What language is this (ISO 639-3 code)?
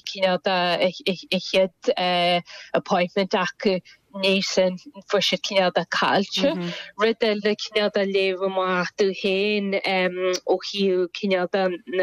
gle